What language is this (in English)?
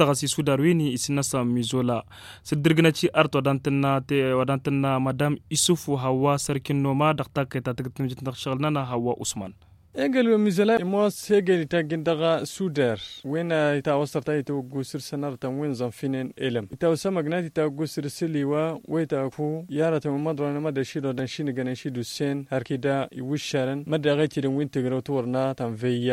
Tamasheq